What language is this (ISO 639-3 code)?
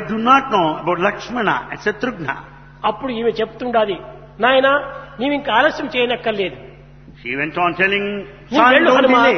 tel